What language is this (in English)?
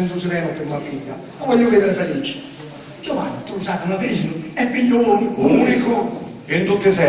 Sicilian